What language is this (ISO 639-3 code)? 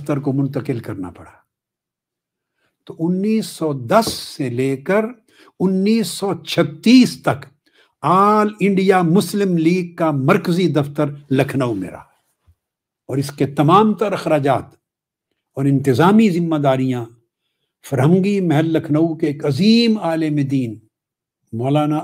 urd